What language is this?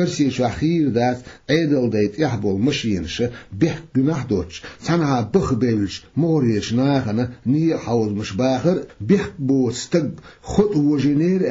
Chechen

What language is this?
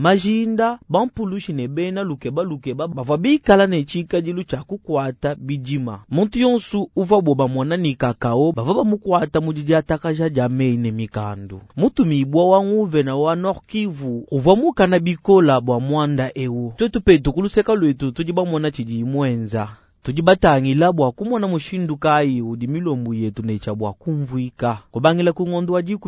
Luba-Lulua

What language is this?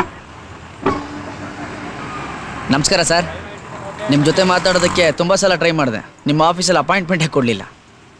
Kannada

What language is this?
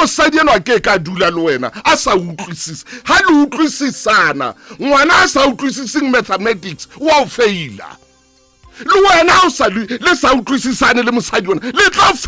Southern Sotho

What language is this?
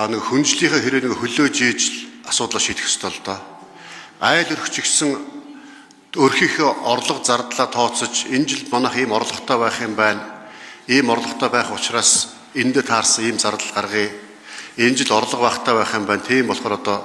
Mongolian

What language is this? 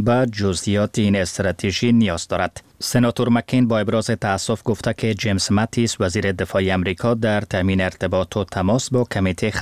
Persian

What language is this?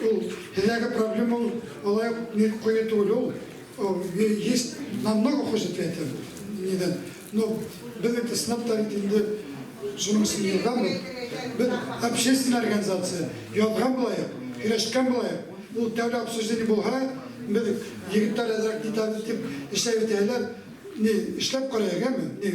Bashkir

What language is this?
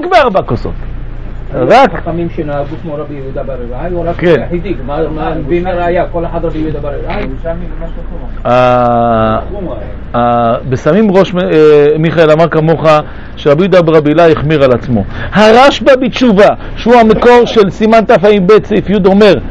Hebrew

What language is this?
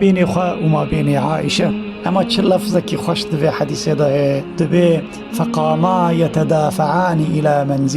Kurdish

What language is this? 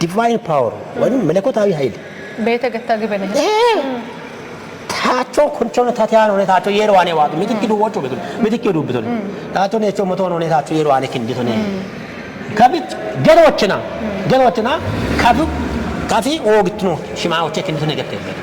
Kafa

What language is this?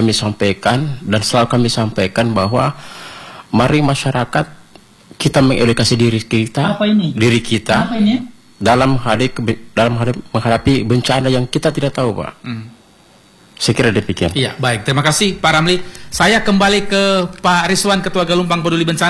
Indonesian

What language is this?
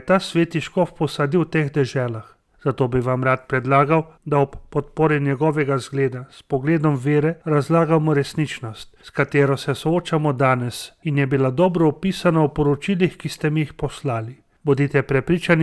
Slovenian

